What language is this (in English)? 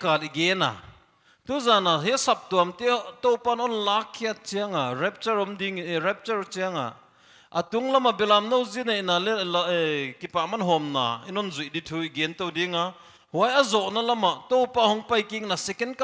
Paite Chin